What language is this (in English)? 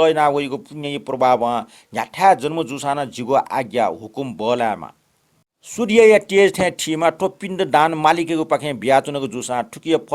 Newari